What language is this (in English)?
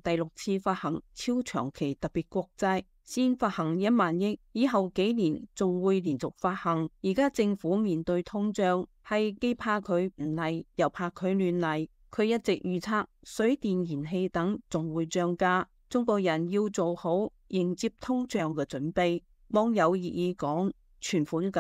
Cantonese